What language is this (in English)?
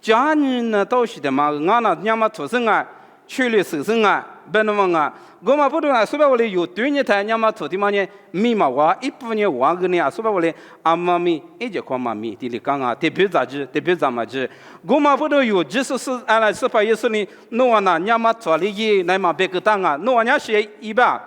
Lisu